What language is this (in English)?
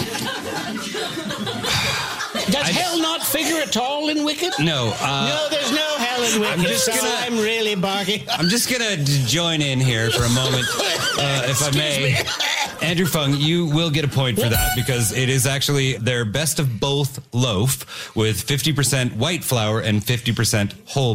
English